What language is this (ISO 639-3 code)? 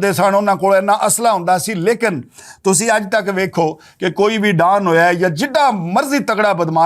lah